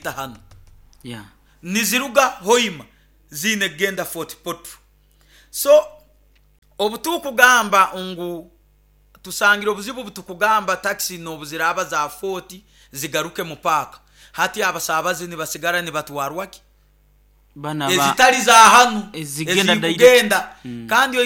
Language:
Nyoro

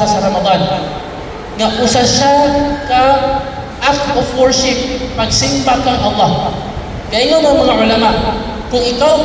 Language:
Cebuano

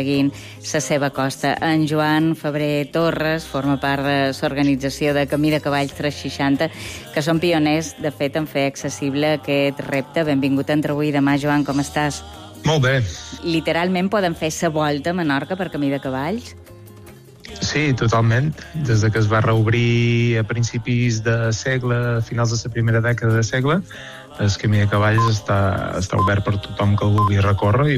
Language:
Catalan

